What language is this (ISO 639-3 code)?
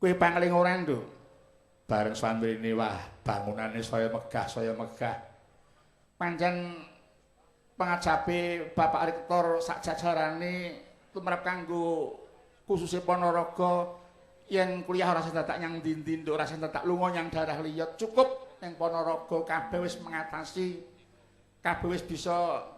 jav